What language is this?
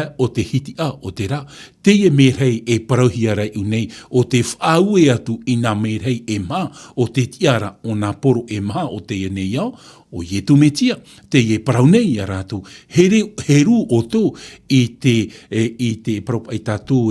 Tahitian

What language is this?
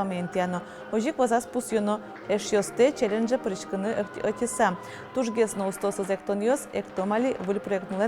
Udmurt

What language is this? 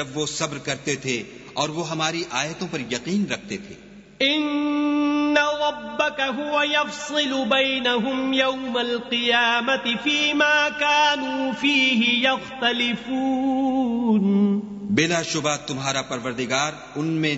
Urdu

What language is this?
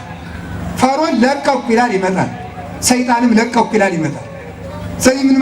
Amharic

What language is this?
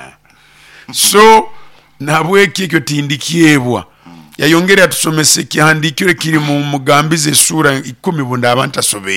Nyoro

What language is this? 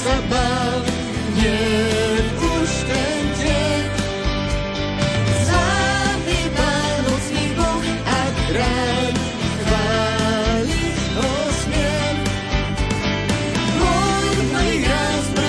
Slovak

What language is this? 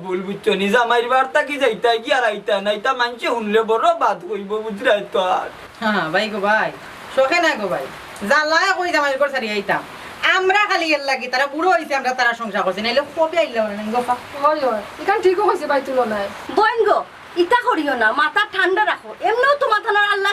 Sylheti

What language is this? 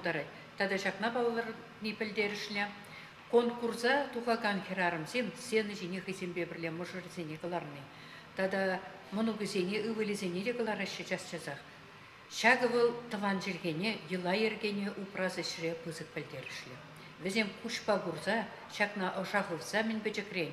Chuvash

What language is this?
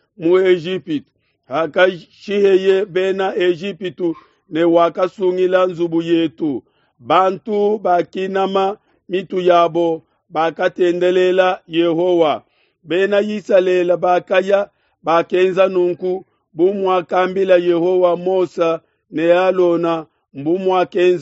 Luba-Lulua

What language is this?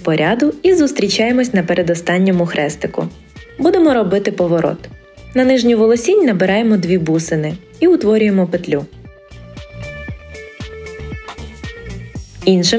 Ukrainian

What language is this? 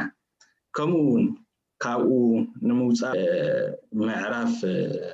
Tigrinya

